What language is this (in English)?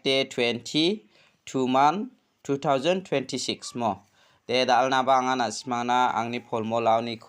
Garo